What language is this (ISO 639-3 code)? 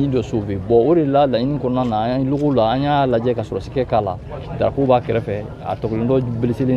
bam